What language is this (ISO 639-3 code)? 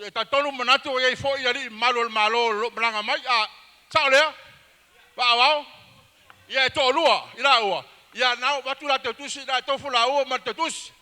smo